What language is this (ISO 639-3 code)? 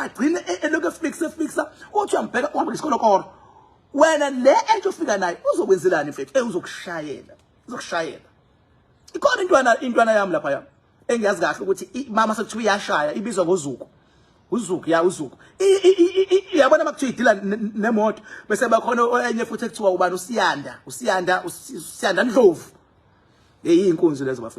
zul